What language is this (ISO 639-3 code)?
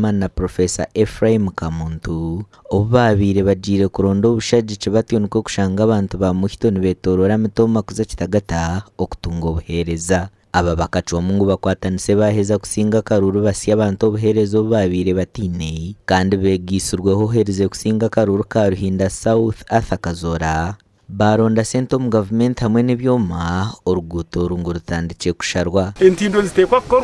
nyn